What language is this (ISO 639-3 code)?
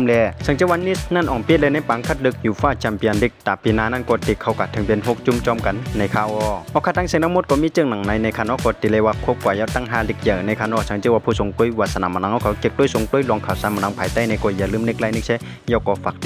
shn